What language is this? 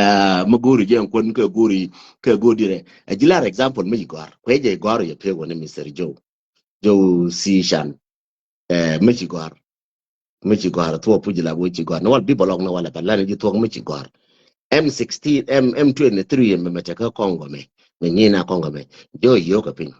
Nuer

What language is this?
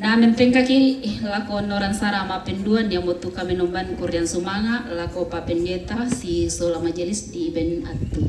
Toraja-Sa'dan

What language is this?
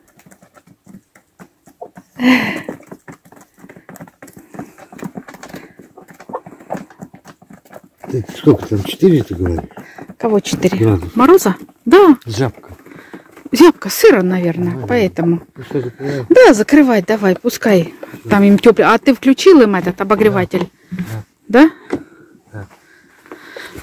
Russian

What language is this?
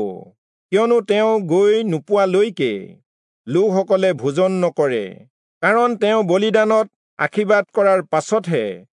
Assamese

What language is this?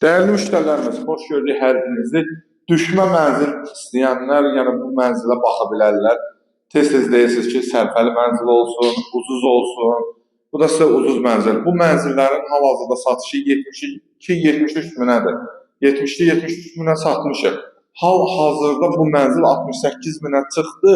Azerbaijani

